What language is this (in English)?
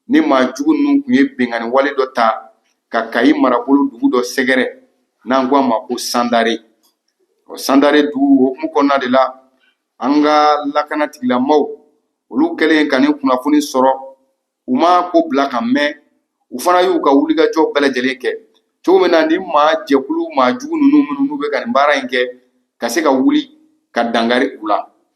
Bambara